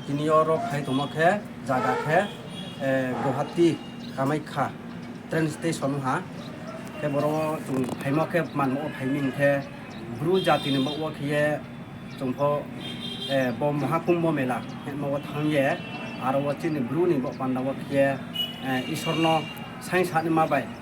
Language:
Riang (India)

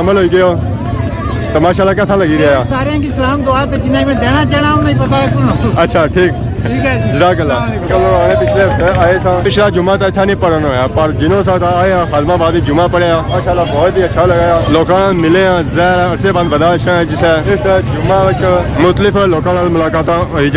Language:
Pahari-Potwari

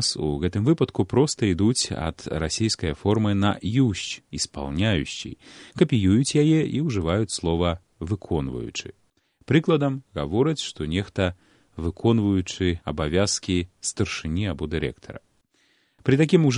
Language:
Belarusian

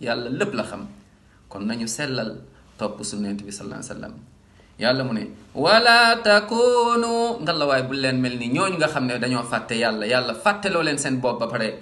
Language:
Wolof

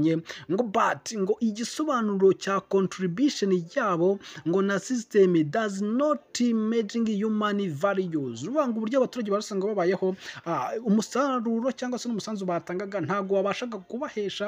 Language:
Kinyarwanda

